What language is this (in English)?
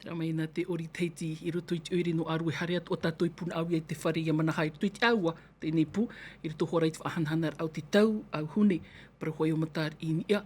Tahitian